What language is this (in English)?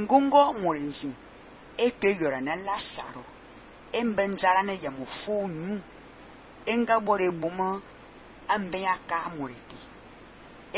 Fang